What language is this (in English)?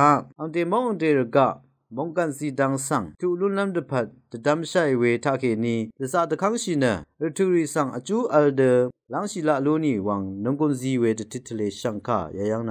Rawang